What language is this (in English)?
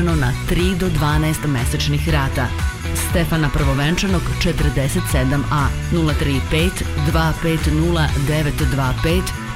Serbian